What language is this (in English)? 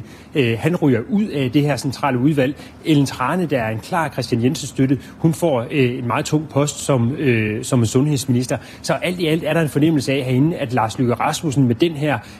Danish